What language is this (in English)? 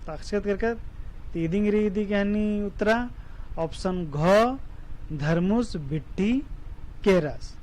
Kurukh